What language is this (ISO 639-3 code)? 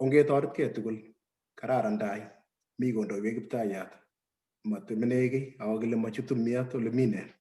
kln